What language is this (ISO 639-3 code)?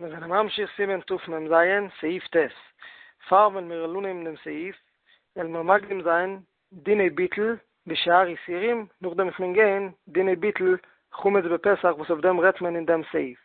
yid